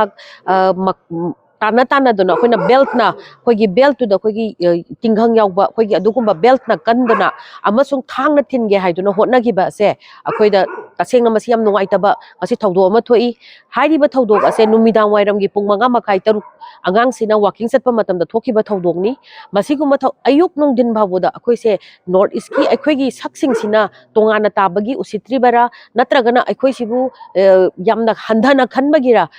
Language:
Manipuri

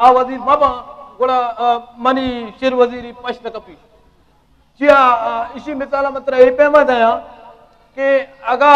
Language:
Eastern Balochi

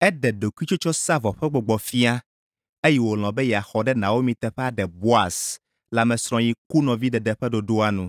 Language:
Ewe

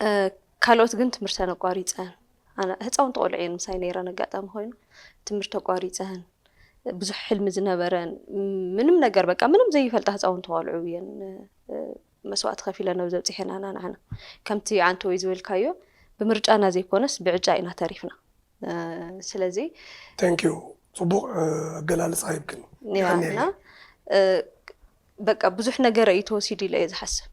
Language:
Tigrinya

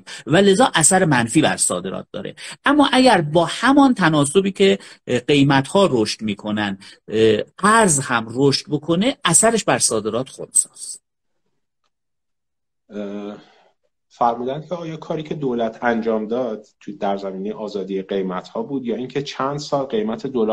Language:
Persian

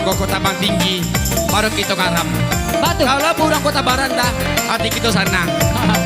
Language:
Minangkabau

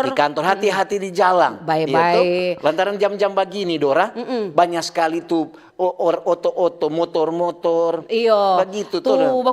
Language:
Manado Malay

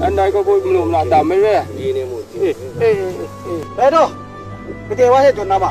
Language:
Kachin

